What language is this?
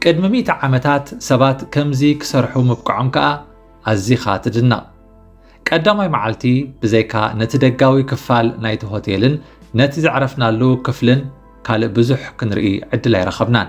Tigrinya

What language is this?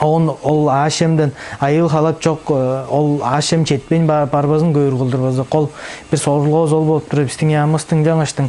Tuvinian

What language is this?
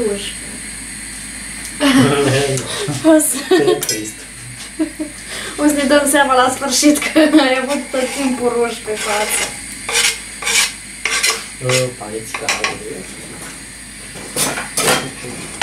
Romanian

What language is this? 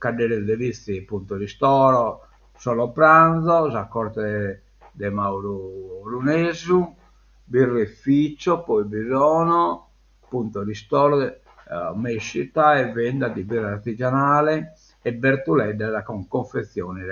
Sardinian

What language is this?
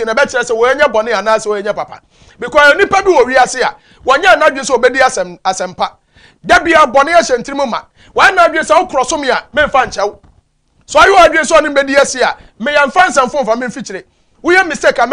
Akan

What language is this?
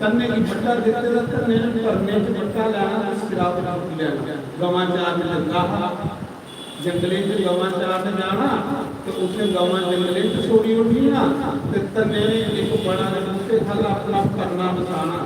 Dogri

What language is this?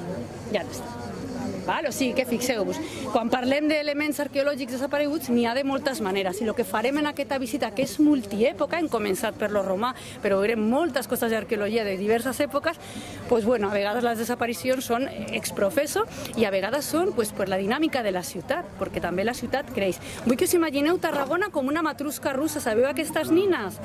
Catalan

